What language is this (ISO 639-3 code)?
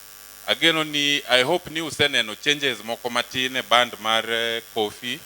luo